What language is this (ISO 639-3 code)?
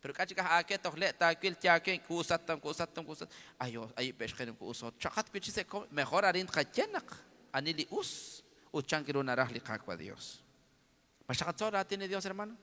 kek